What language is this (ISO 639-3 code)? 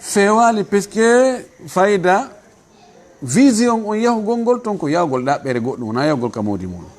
ful